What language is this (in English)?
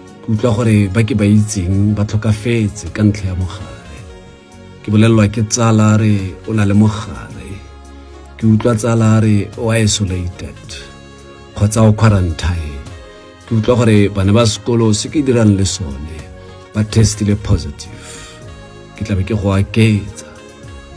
Tswana